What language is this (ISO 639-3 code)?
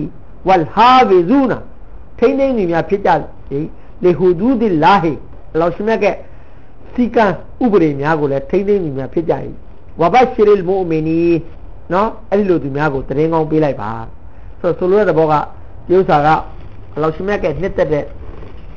mya